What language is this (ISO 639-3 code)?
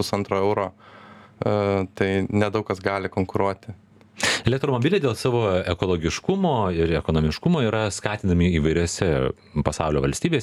lit